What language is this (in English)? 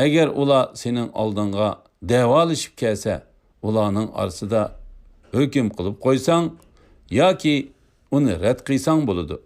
Uyghur